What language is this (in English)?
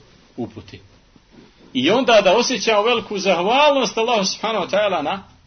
Bosnian